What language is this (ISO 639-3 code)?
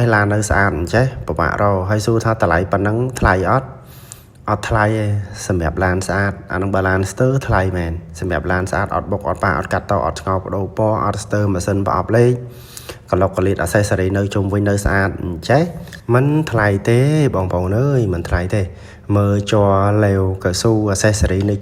khm